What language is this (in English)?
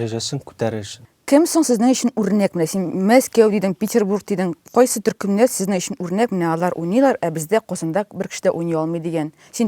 Tatar